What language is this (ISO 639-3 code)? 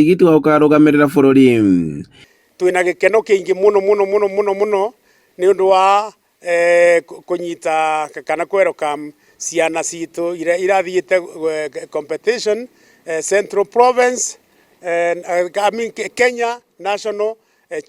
kik